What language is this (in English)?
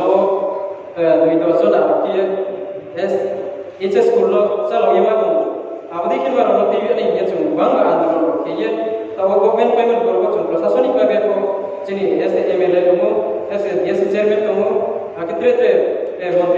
Riang (India)